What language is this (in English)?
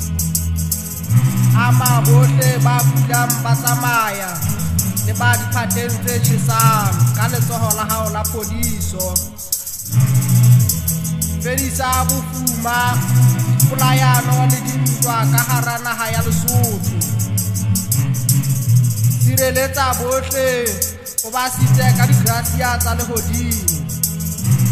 Southern Sotho